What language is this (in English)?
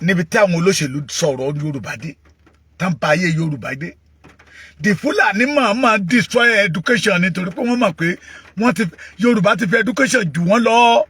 Yoruba